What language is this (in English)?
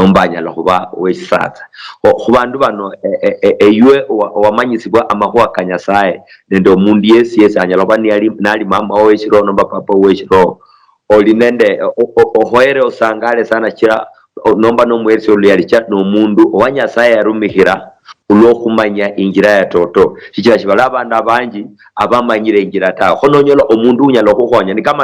Luyia